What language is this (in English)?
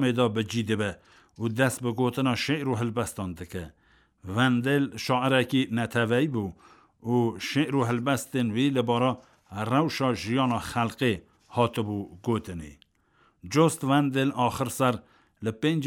Kurdish